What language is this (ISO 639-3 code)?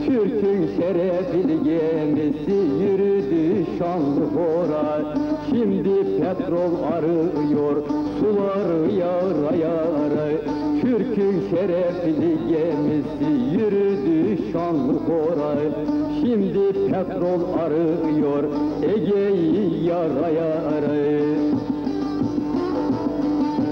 tur